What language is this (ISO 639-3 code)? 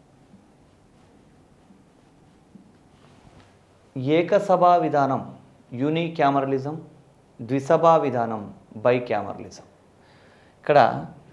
tel